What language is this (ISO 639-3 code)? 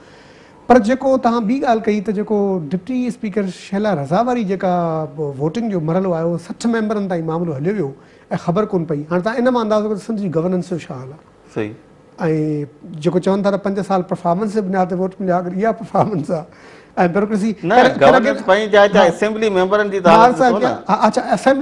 snd